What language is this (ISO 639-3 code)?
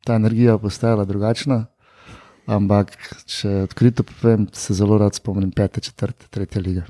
slv